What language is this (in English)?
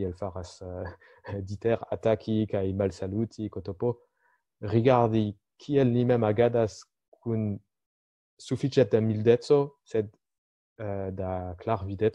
Esperanto